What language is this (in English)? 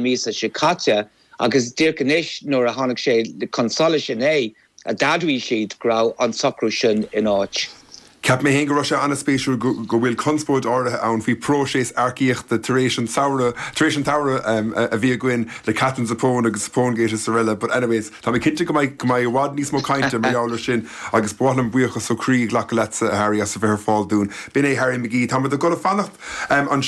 Irish